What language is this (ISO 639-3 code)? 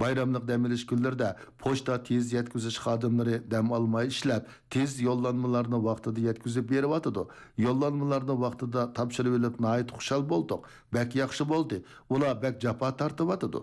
uig